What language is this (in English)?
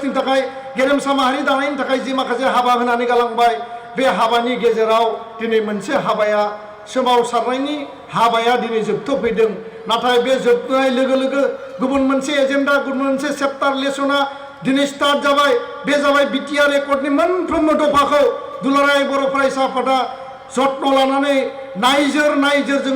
Bodo